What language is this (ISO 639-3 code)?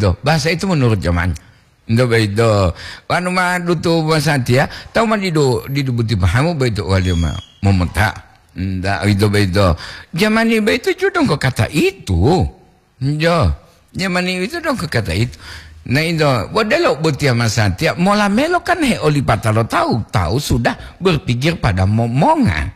gor